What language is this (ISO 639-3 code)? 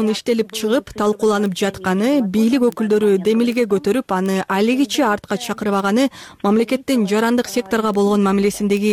kir